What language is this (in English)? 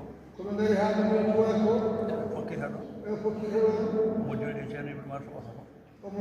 Fula